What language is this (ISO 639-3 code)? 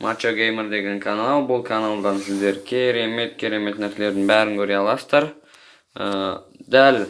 kaz